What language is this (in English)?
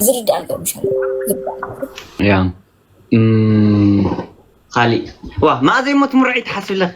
Tigrinya